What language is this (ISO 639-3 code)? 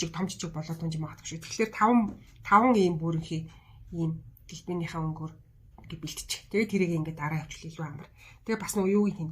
mon